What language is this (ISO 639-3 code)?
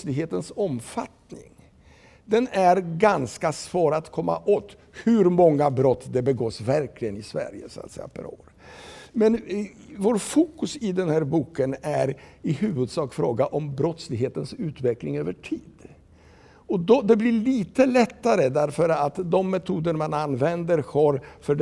swe